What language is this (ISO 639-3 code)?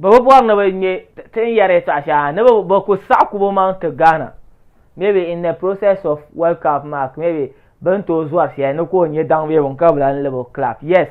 dag